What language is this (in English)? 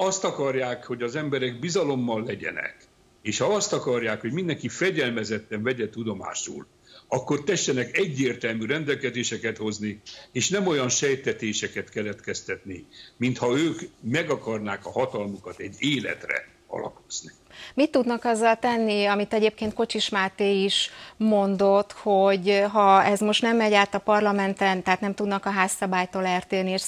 Hungarian